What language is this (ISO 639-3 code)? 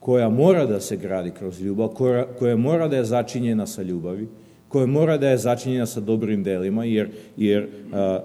srp